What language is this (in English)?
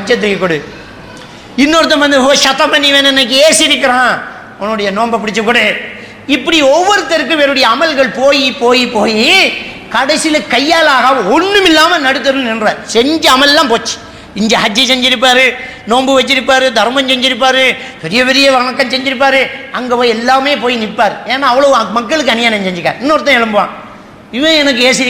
Tamil